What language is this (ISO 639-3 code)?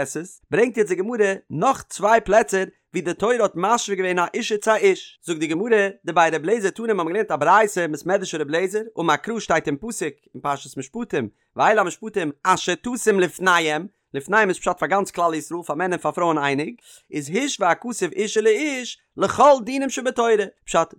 yid